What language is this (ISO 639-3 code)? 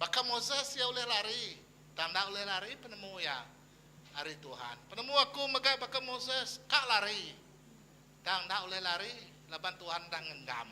iba